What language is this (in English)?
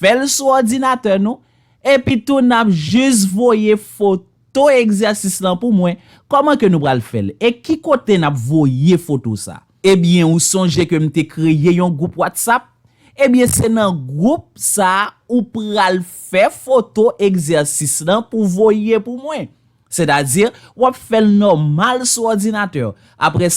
Haitian Creole